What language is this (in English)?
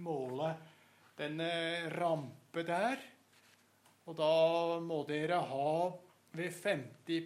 Norwegian